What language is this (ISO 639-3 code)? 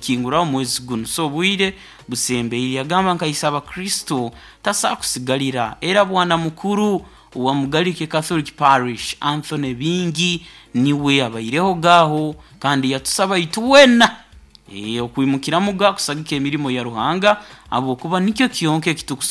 nyo